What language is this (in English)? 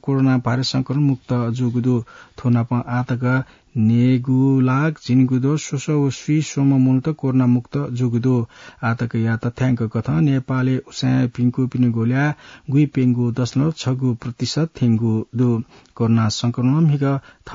Newari